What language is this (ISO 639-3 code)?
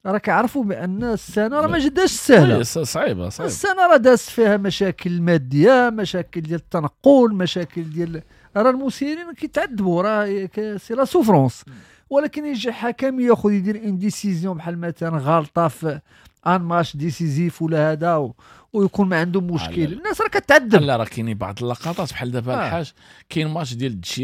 ary